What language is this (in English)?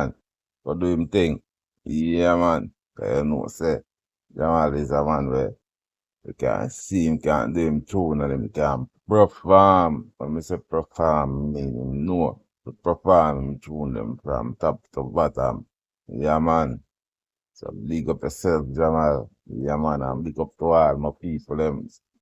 Jamaican Creole English